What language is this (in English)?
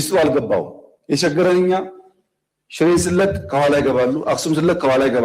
Amharic